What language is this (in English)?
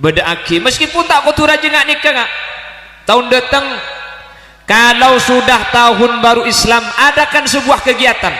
Madurese